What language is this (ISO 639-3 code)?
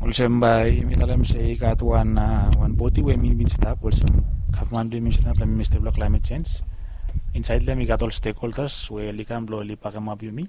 bis